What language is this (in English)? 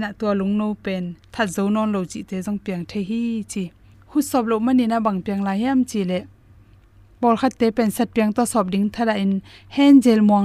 Tedim Chin